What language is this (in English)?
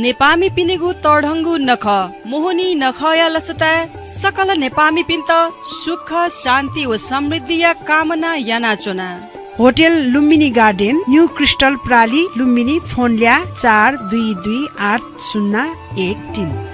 Newari